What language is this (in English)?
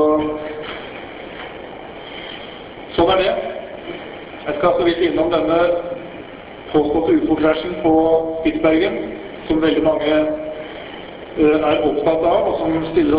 Norwegian